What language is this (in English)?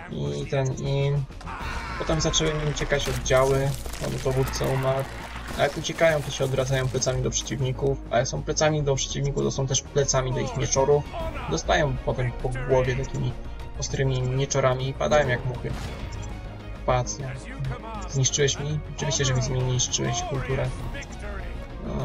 Polish